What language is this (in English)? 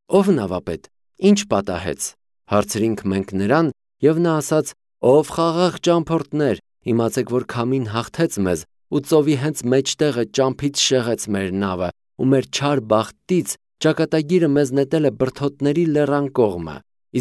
Armenian